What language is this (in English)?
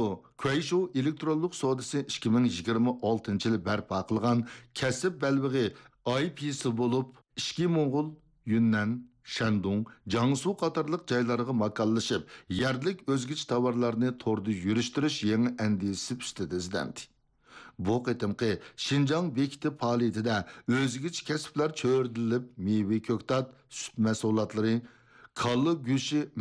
Uyghur